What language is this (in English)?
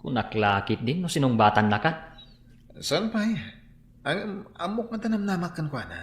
Iloko